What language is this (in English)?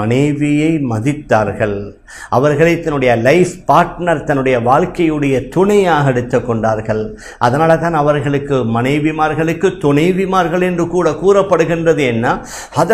Tamil